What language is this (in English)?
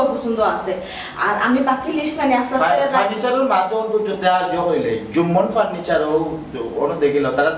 Sylheti